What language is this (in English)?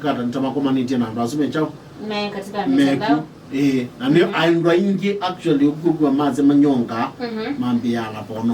Kamba